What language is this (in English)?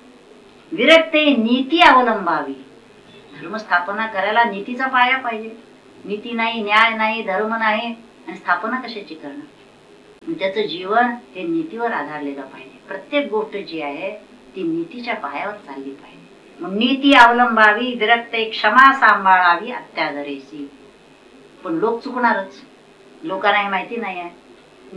Marathi